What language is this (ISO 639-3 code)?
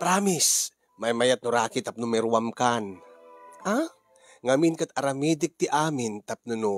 ilo